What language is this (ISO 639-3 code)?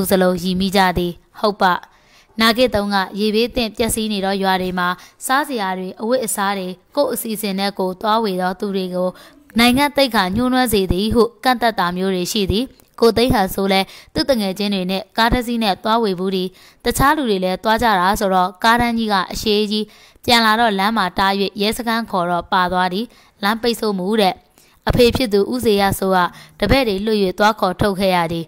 mya